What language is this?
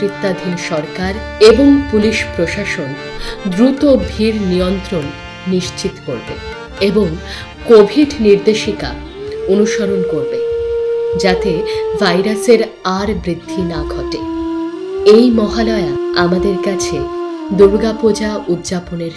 Bangla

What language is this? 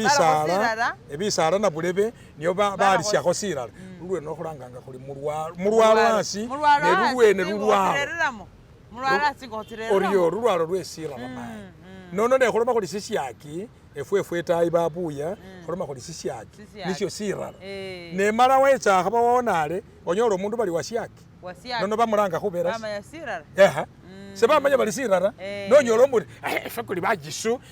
Masaaba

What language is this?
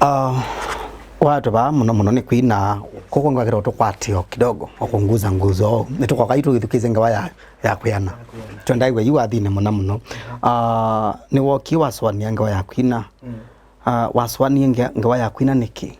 Kamba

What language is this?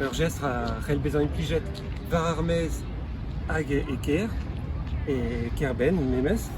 Breton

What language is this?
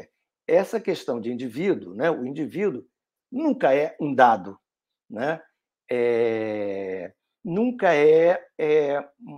Portuguese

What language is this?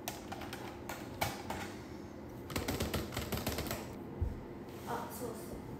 Japanese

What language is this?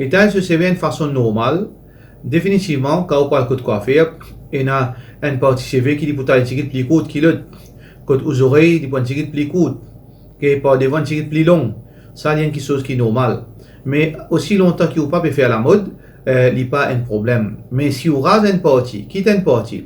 Morisyen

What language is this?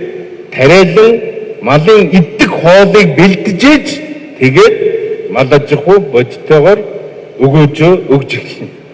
Mongolian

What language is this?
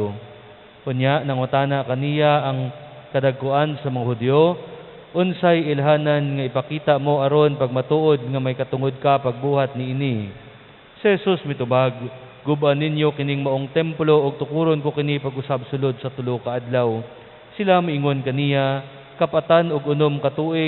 Cebuano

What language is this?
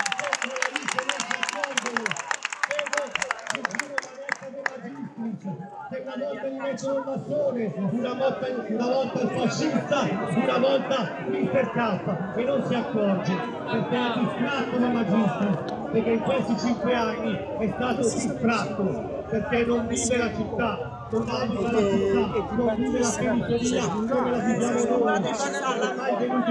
Italian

